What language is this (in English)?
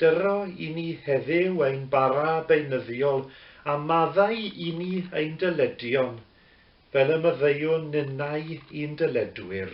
Welsh